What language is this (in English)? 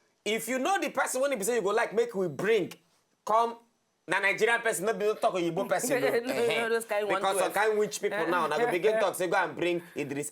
Nigerian Pidgin